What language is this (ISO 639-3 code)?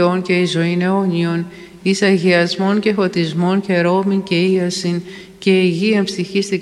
ell